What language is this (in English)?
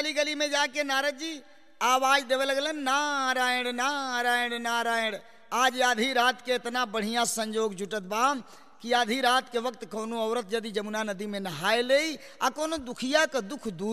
Bhojpuri